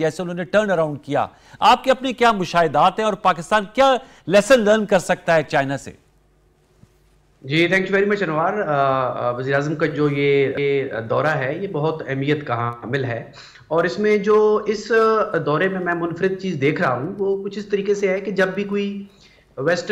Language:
Urdu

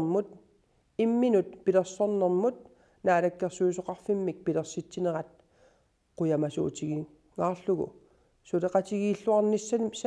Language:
Kalaallisut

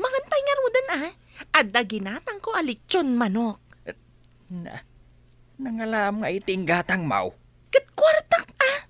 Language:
Iloko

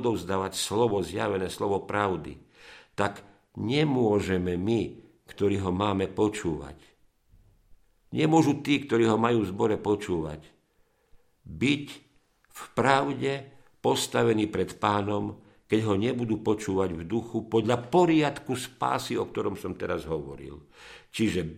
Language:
Slovak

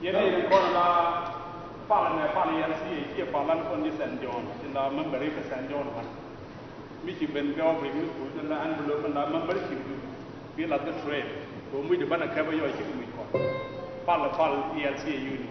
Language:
Nuer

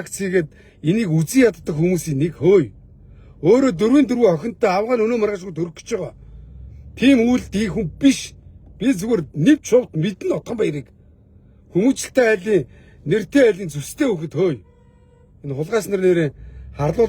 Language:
Mongolian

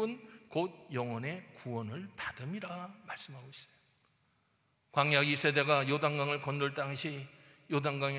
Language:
Korean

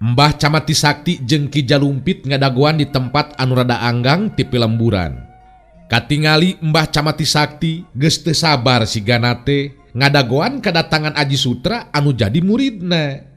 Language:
Sundanese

